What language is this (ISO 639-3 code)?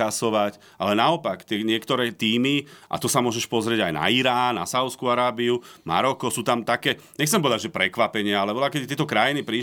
slk